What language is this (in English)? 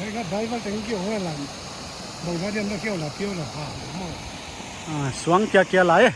Paite Chin